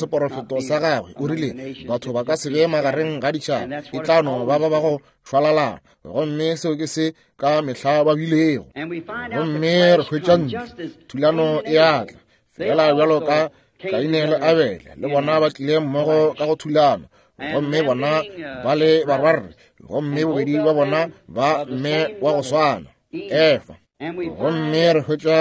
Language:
Northern Sotho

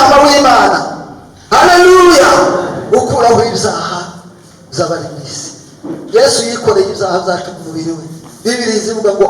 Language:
Kinyarwanda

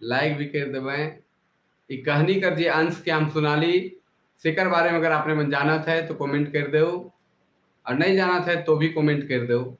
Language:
Sadri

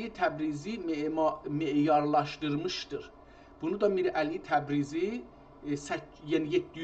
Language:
South Azerbaijani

